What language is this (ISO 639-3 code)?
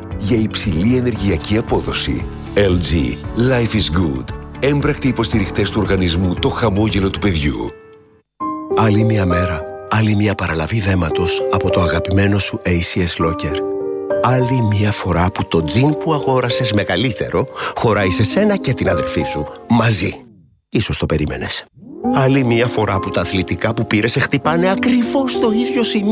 ell